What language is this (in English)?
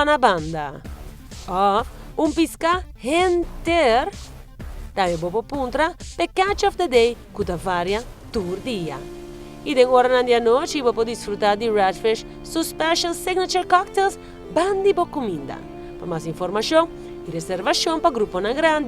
Papiamento